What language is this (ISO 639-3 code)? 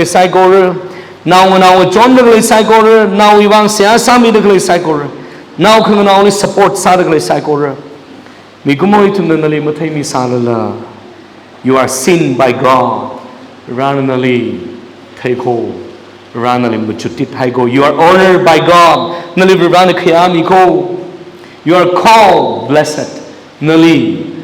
nmf